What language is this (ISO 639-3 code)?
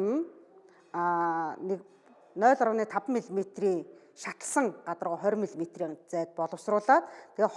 mon